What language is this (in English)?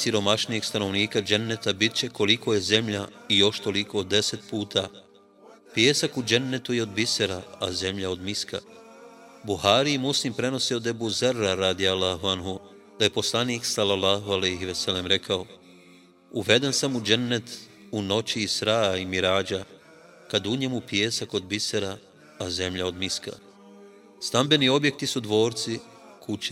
Bosnian